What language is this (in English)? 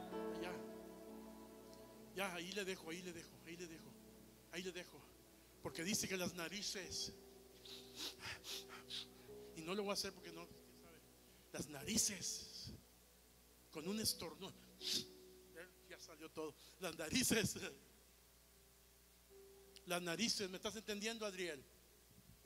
Spanish